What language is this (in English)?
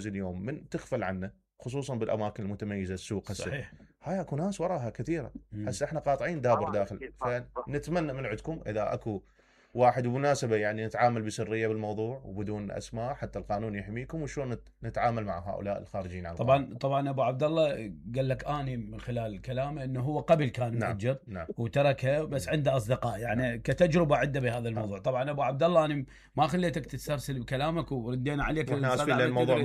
Mesopotamian Arabic